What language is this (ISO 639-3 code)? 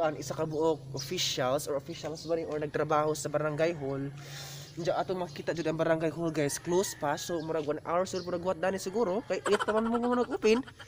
ceb